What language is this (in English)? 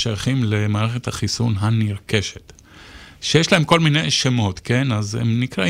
Hebrew